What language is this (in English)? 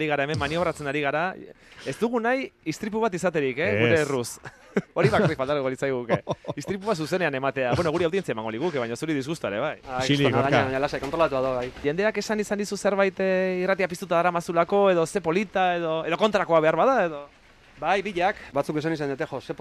Basque